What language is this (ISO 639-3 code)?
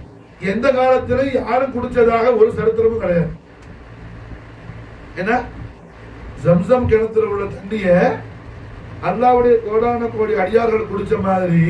tam